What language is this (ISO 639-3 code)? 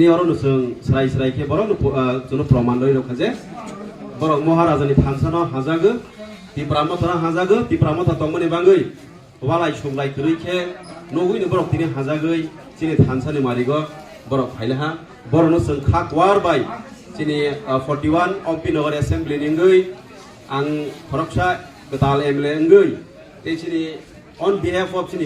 trp